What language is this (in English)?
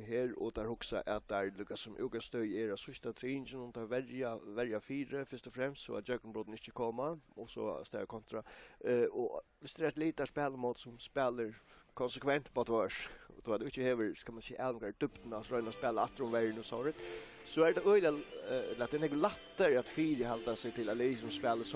Faroese